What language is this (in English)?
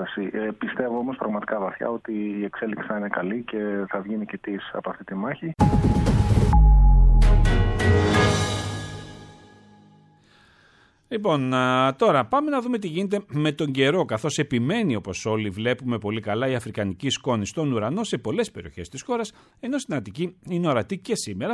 Greek